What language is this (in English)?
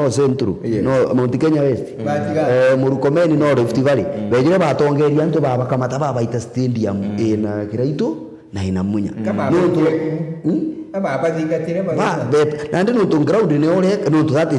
Meru